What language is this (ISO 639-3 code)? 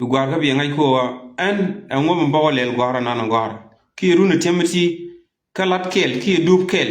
nus